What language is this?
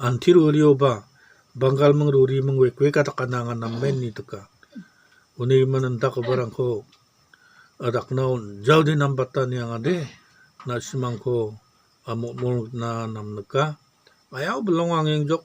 Garo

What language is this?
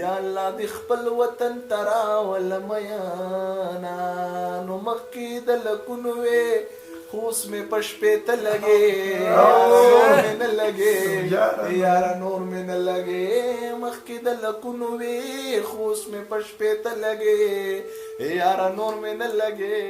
Pashto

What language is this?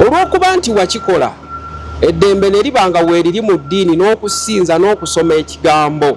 Ganda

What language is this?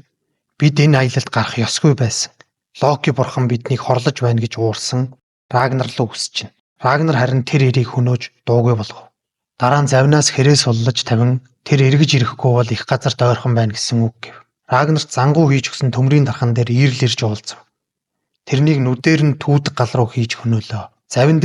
Mongolian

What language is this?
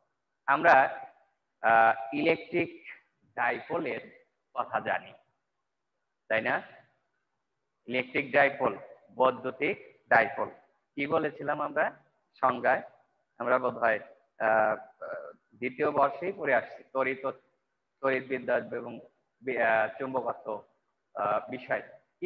Bangla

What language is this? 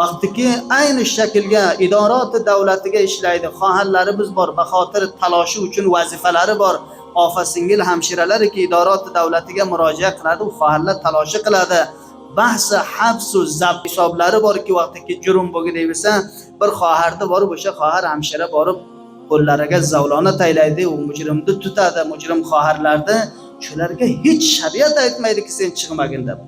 Uzbek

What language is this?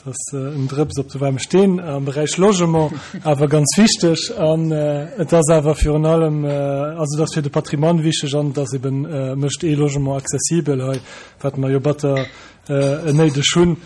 Luxembourgish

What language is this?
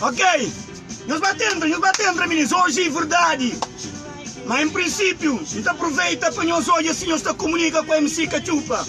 Kabuverdianu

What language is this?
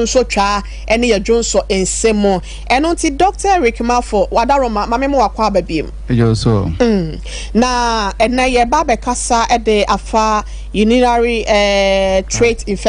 Akan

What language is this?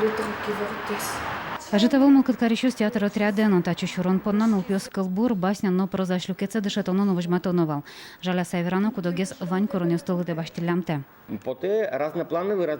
Udmurt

